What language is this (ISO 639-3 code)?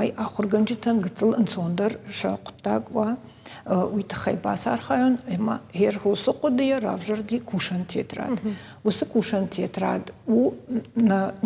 oss